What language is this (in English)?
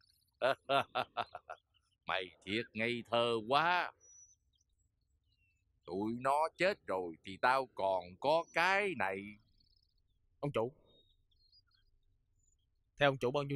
Vietnamese